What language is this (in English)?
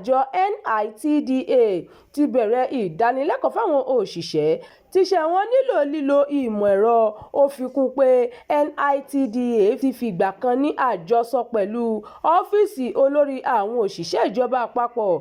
Yoruba